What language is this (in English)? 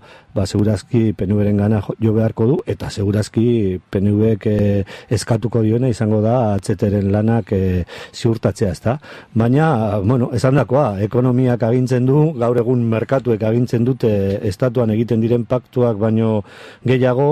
Basque